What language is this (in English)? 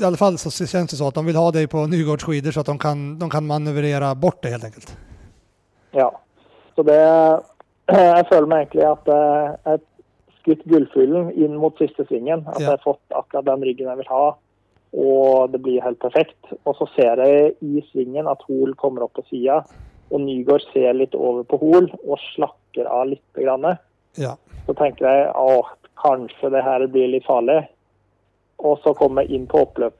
Swedish